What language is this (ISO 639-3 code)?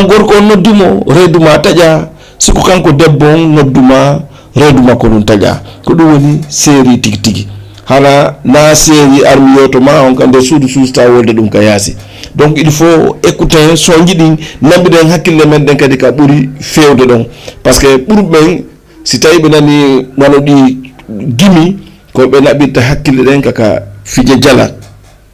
ful